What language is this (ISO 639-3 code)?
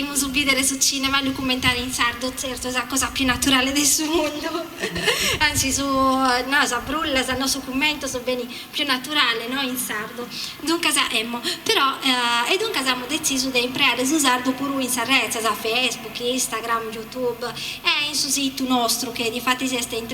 srd